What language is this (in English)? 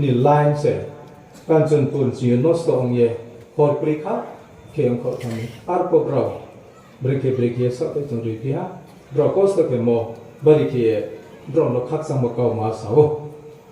Riang (India)